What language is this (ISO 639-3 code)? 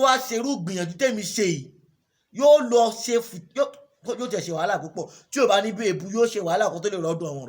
yor